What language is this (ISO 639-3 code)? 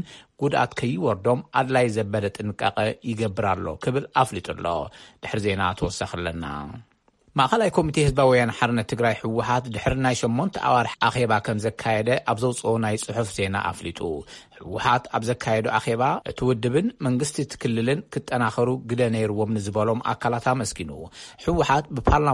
tir